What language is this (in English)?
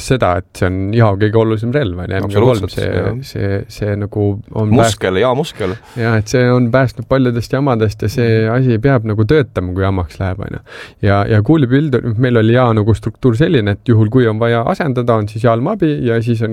Estonian